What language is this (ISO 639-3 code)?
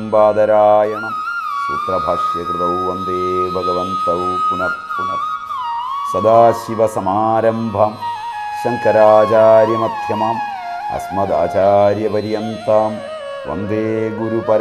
mal